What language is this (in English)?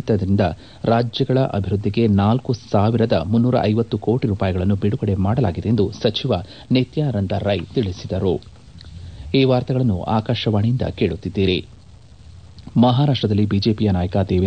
Kannada